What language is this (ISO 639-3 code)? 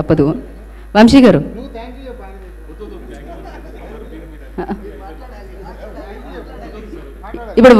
tel